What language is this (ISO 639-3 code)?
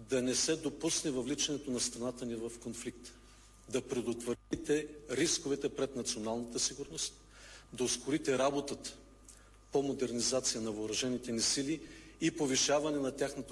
bul